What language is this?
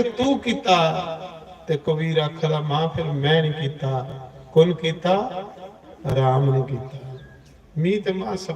Dogri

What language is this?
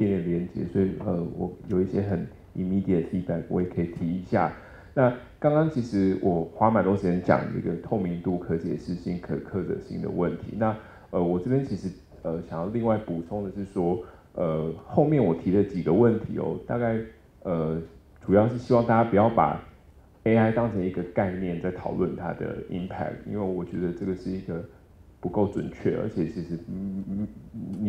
Chinese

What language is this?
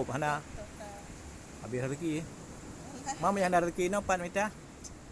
Achinese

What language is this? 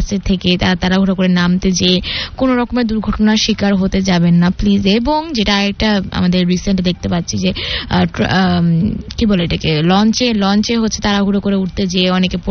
Bangla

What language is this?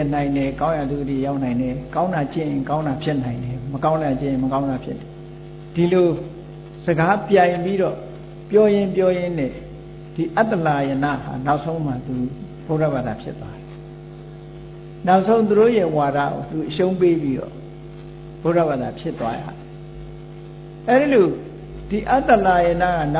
Burmese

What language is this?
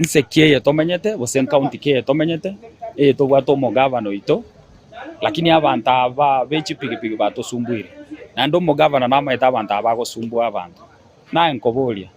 Gusii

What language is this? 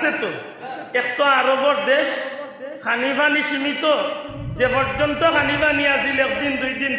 Sylheti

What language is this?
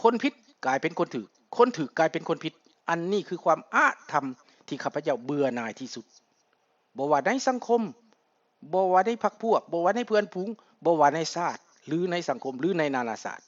Lao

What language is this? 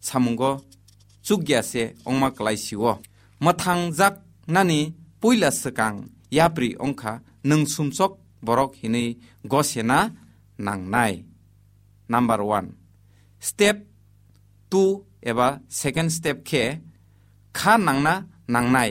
Kok Borok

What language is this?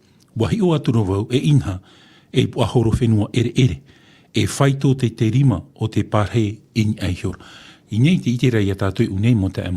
Tahitian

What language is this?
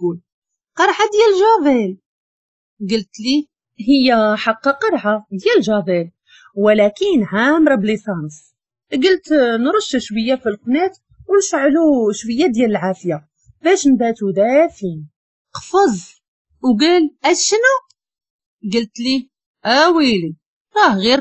Moroccan Arabic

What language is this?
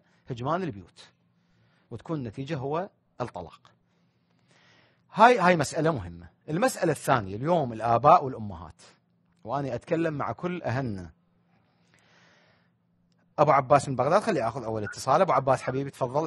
Mesopotamian Arabic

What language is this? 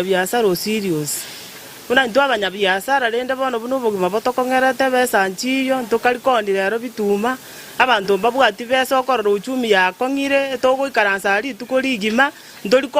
Gusii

